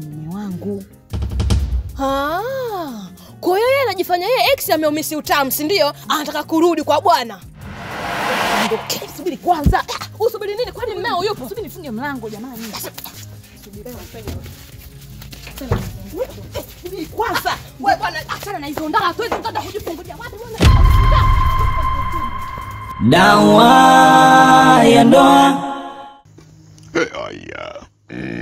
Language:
Swahili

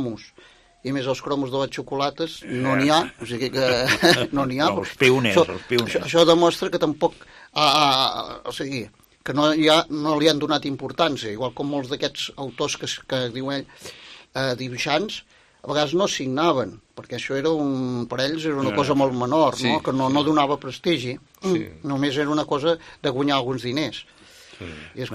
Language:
Catalan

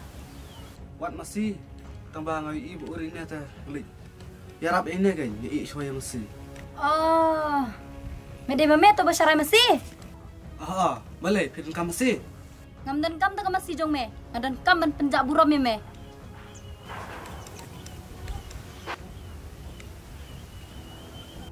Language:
Khasi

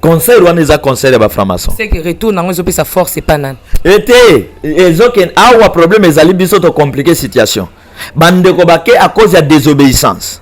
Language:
Lingala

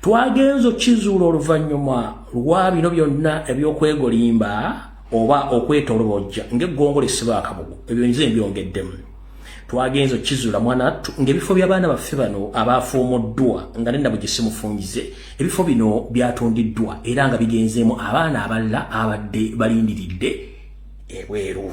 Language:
Ganda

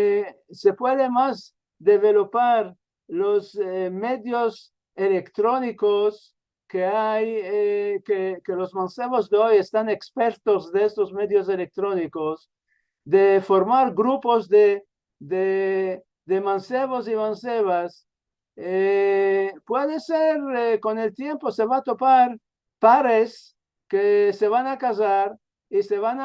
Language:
Ladino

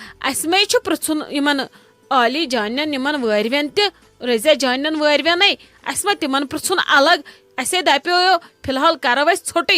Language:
Kashmiri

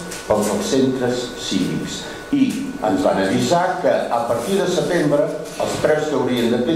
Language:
Catalan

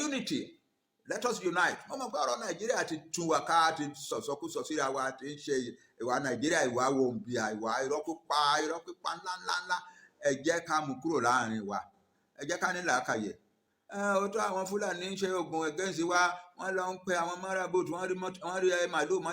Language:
Yoruba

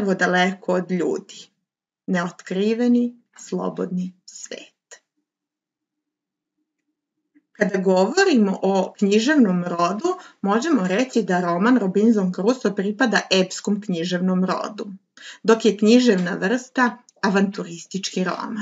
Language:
Serbian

